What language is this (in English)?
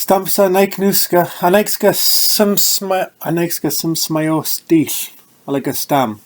Mehek